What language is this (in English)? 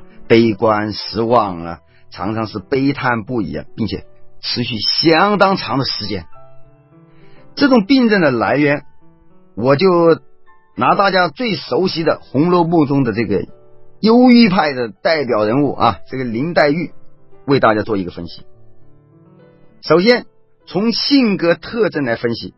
Chinese